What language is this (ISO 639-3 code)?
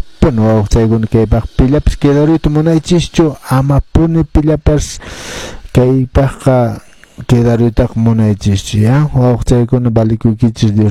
que